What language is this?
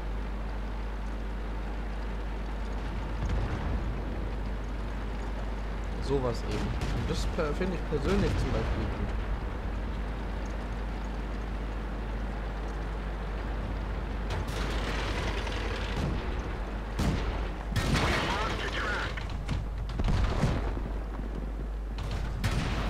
German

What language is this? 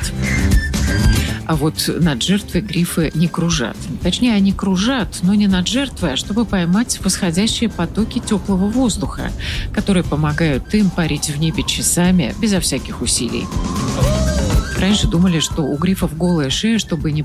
Russian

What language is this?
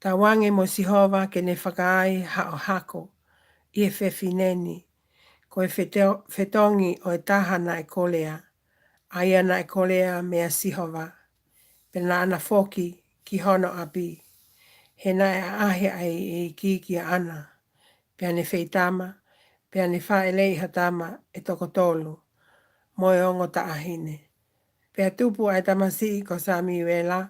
Tongan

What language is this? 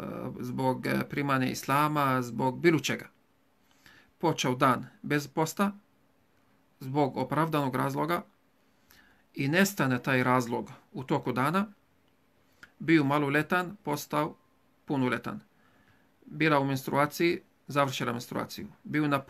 Bosnian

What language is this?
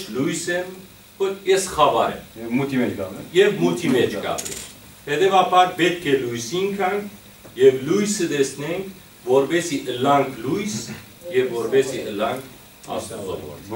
Western Armenian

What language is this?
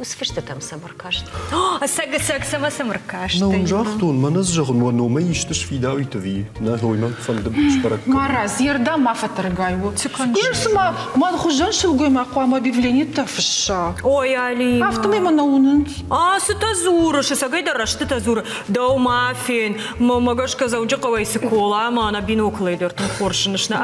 Ossetic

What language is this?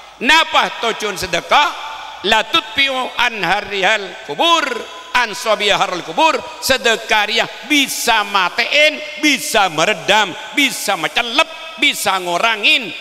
Madurese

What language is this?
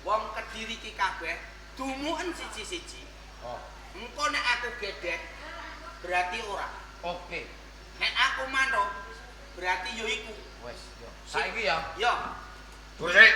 Javanese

